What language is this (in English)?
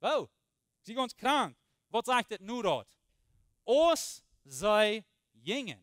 Plautdietsch